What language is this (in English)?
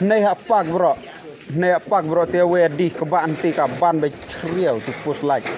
Khasi